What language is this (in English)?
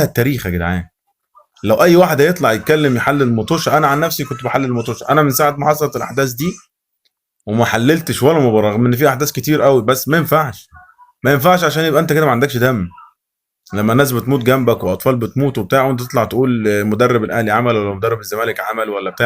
Egyptian Arabic